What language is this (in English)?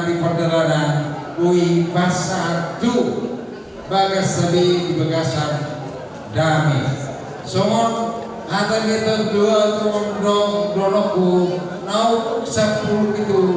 Batak Toba